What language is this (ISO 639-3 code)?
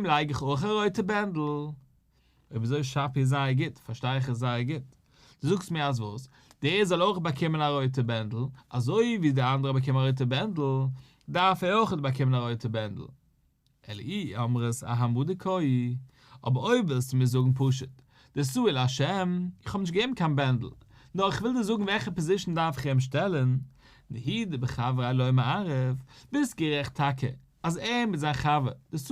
yid